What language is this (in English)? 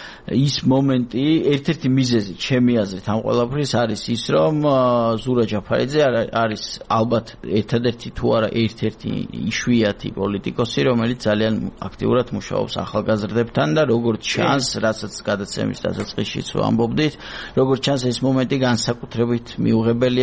Georgian